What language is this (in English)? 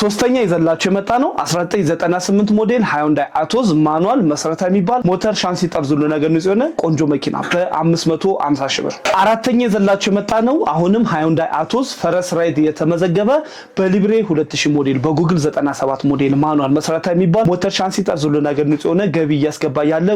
Amharic